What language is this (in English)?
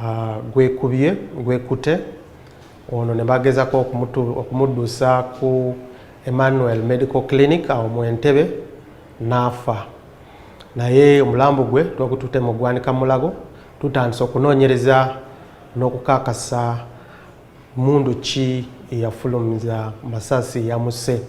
Ganda